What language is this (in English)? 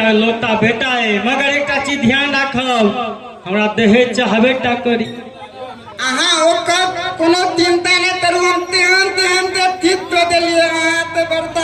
Maithili